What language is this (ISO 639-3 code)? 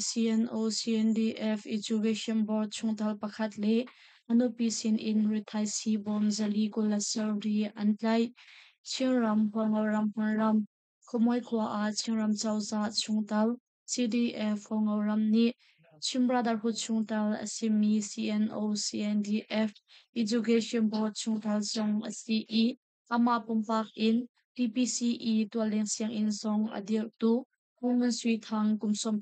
cnh